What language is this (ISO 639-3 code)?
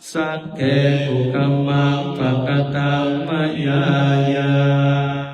pli